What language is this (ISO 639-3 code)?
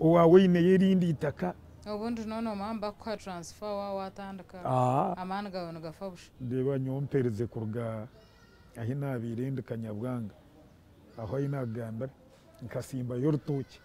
nyn